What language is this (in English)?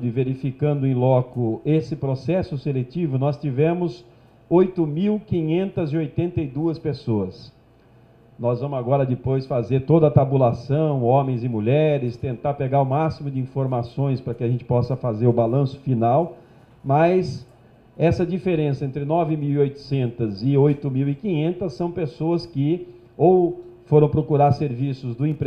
Portuguese